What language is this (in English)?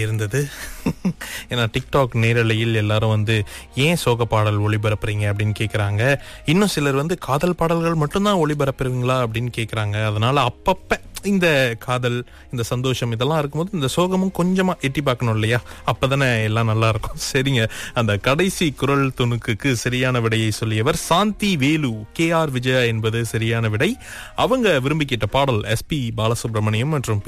Tamil